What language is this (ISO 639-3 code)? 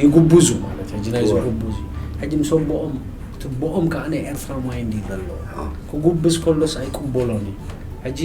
tir